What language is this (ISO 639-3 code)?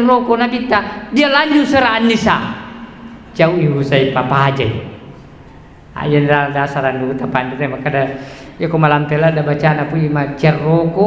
bug